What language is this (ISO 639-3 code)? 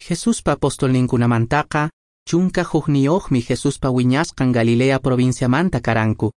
que